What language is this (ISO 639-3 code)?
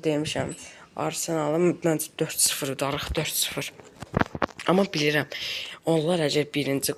aze